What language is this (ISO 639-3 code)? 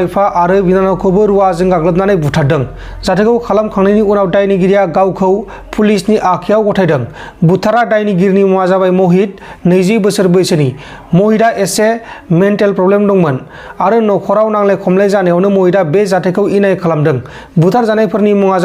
brx